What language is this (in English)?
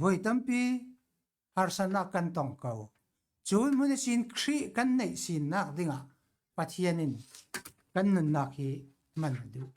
Falam Chin